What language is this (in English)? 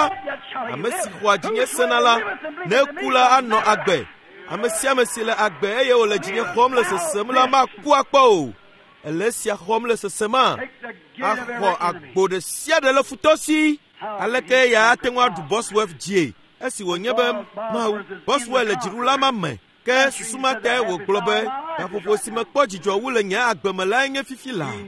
Ewe